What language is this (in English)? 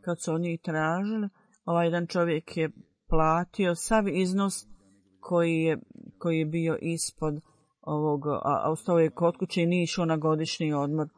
Bosnian